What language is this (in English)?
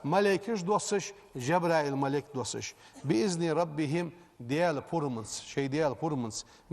Ingush